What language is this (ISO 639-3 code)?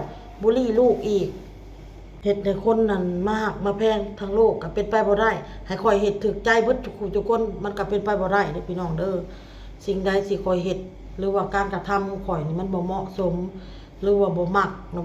lao